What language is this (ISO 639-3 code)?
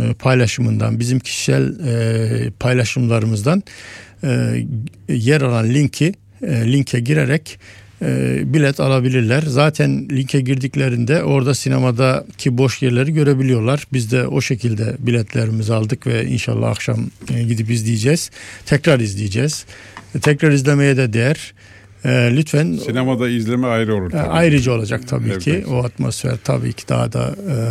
tur